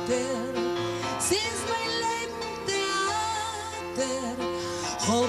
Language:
Yiddish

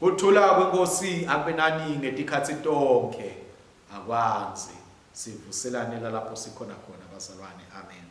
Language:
Swati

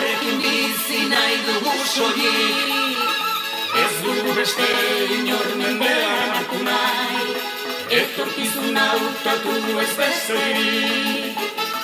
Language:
Basque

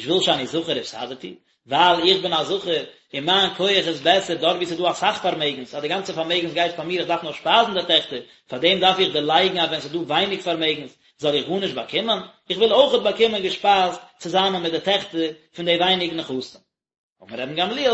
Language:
Yiddish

